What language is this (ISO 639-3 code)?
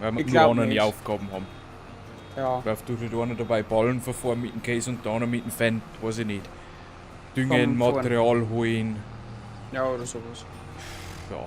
bar